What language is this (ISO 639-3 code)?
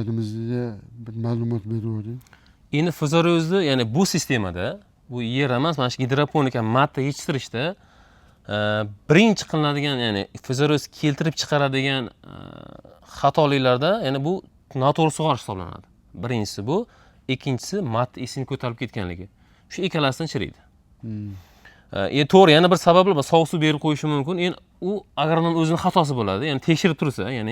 uzb